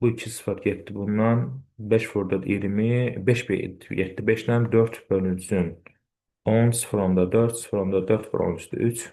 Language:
Azerbaijani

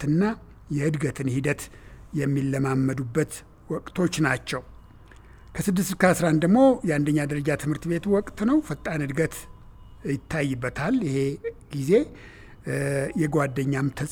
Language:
Amharic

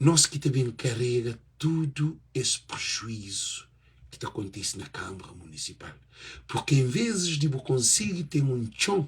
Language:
Kabuverdianu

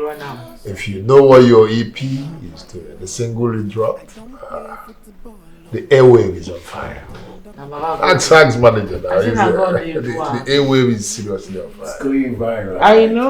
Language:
Nigerian Pidgin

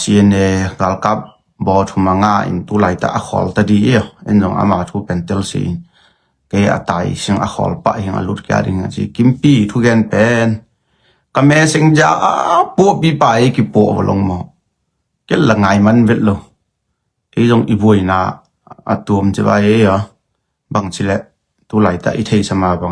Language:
Tedim Chin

